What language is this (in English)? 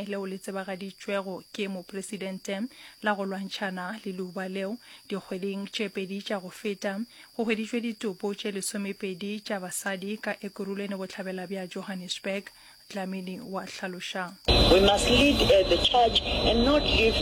Northern Sotho